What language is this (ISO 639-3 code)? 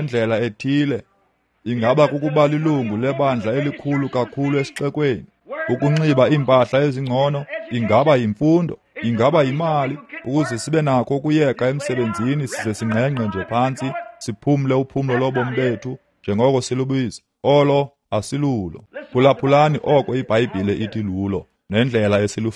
xho